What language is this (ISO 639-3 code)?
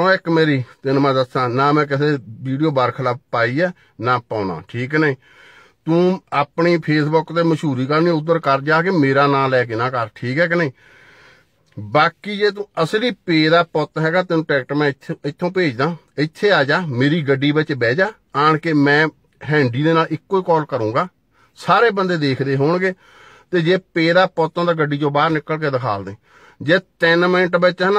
pan